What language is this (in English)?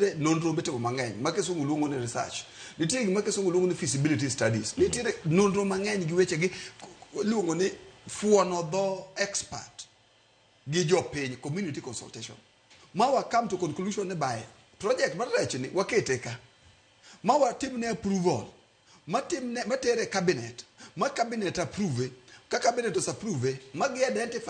Luo (Kenya and Tanzania)